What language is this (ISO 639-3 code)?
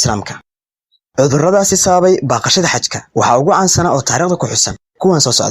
som